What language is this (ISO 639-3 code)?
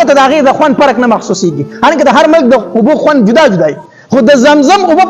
pus